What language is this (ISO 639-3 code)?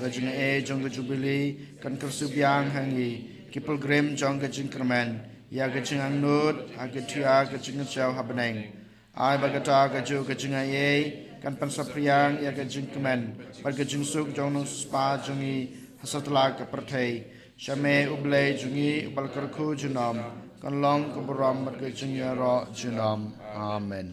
kha